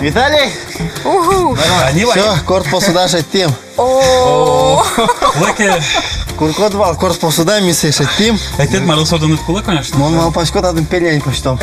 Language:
Udmurt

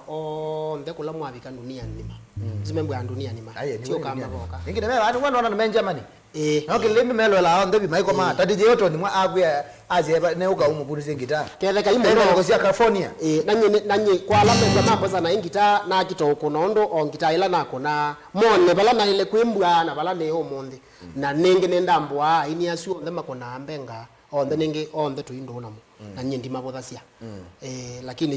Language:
Kamba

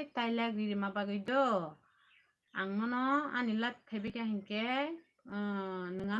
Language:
Kok Borok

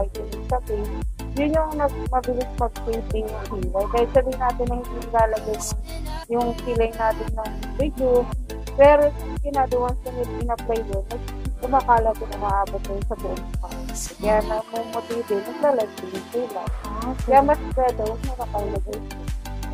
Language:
Filipino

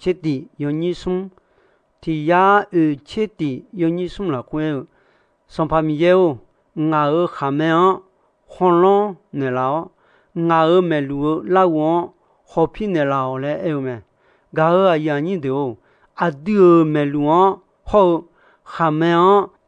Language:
Akha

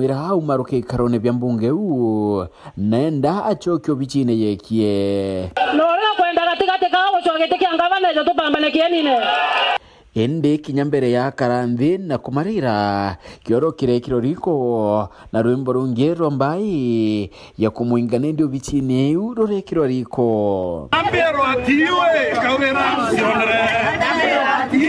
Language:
Meru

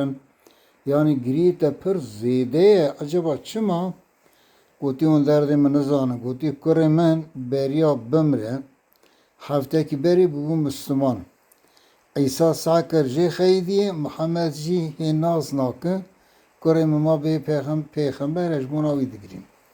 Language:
Kurdish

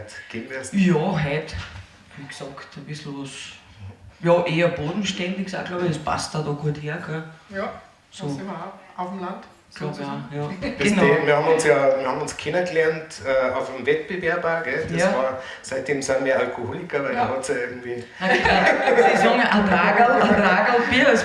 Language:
Bavarian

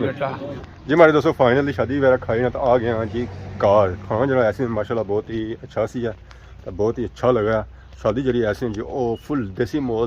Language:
Pahari-Potwari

